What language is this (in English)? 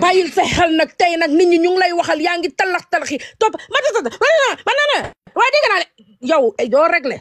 Wolof